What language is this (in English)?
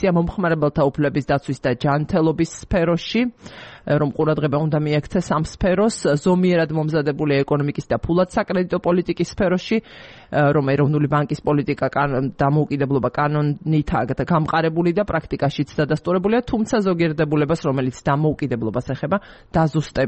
Georgian